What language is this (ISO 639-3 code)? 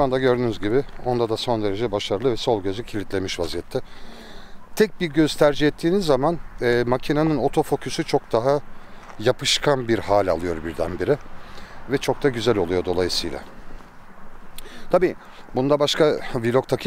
tur